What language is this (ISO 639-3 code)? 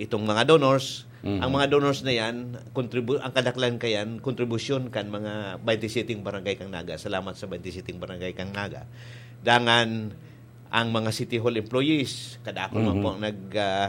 bik